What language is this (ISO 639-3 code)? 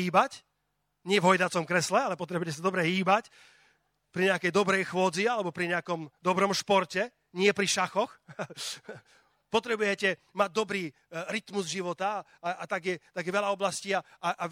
slk